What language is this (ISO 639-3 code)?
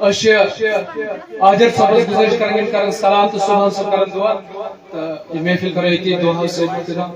kas